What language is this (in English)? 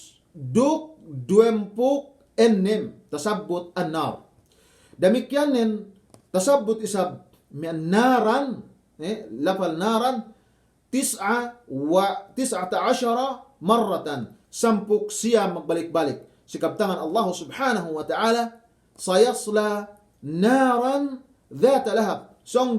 Yakan